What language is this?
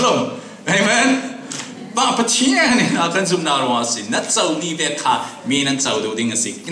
Falam Chin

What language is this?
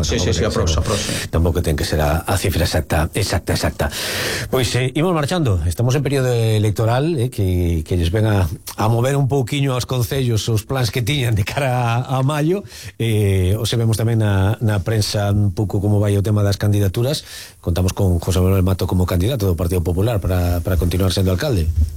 Galician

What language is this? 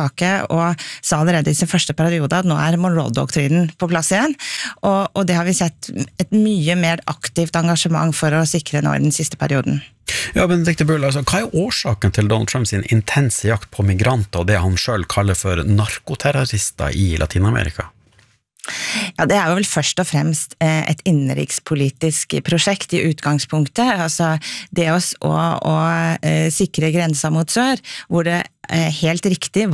Norwegian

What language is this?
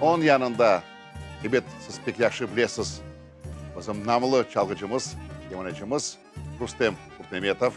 Crimean Tatar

